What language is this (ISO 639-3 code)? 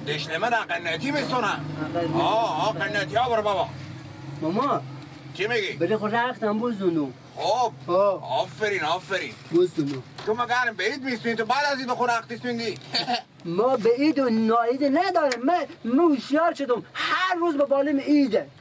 fas